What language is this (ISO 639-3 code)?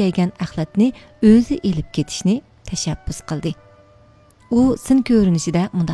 uig